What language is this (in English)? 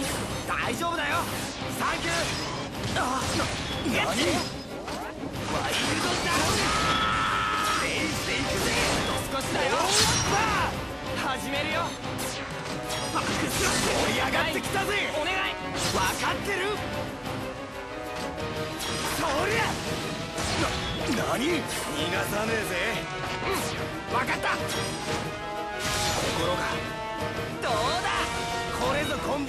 Japanese